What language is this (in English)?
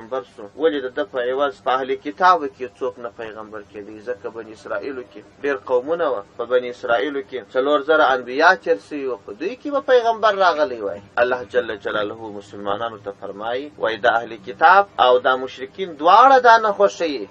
Pashto